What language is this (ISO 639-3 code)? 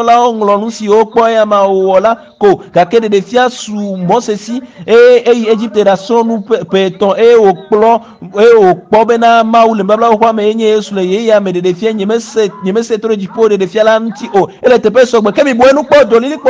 ewe